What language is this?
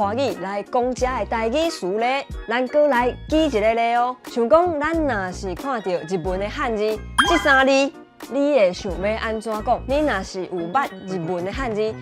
Min Nan Chinese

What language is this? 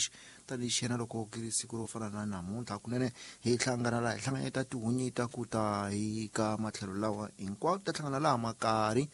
Tsonga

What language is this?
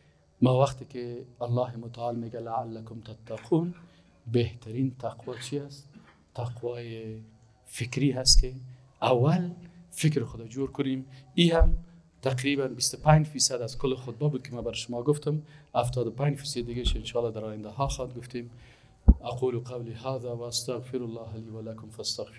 Persian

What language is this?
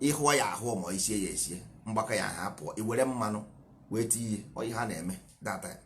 Igbo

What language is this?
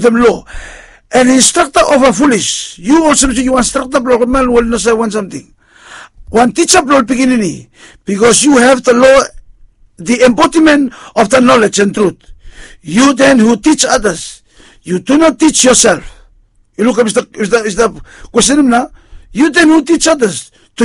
Bislama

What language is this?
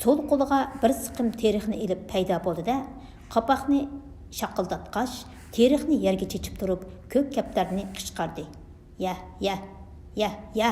Uyghur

